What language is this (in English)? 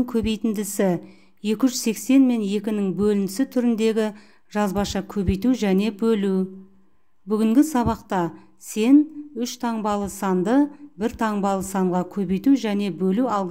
Kazakh